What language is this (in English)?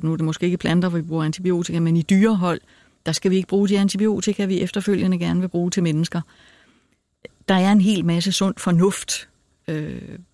Danish